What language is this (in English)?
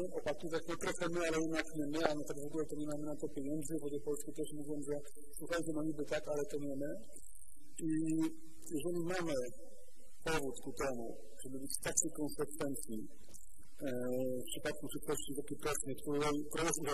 Polish